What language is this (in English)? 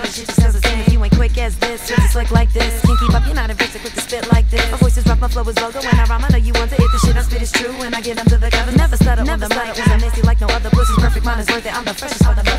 English